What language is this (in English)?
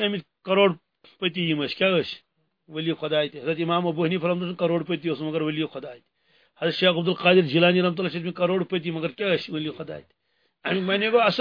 Kashmiri